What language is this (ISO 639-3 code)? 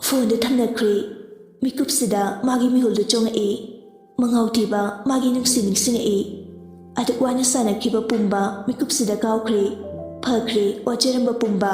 mni